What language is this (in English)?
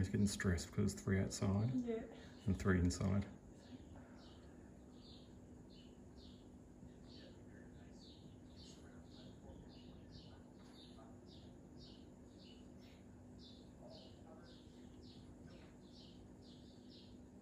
English